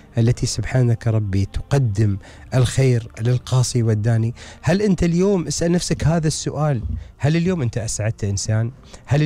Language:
Gulf Arabic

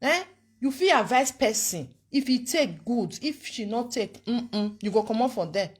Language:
Nigerian Pidgin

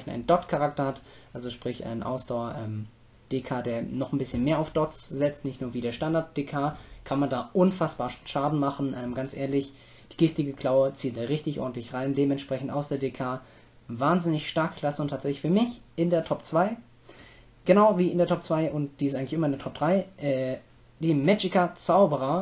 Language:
German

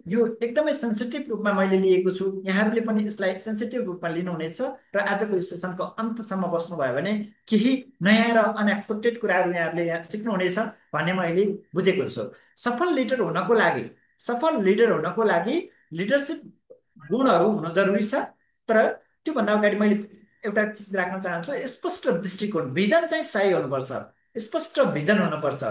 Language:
Nepali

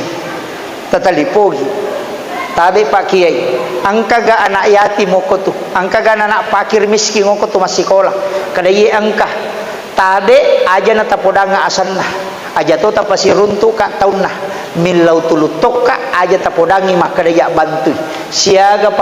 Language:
Buginese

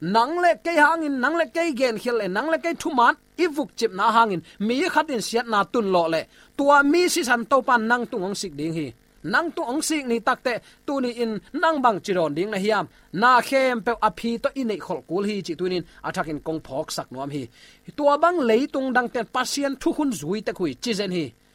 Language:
Tedim Chin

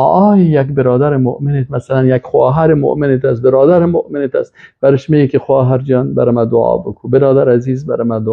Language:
Persian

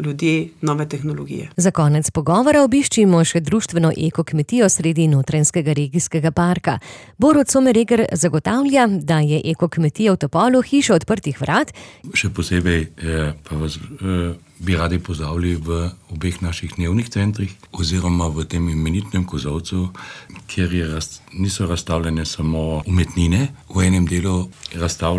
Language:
Slovenian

